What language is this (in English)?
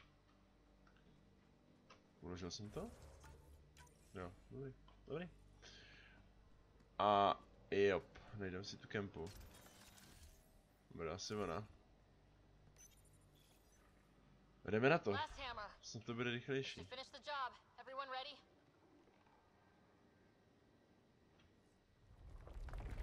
Czech